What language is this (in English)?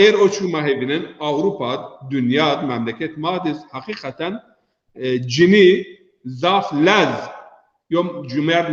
Zaza